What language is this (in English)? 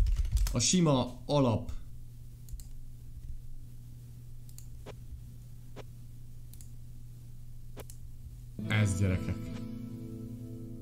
Hungarian